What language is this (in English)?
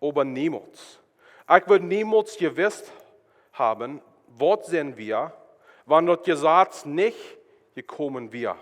Plautdietsch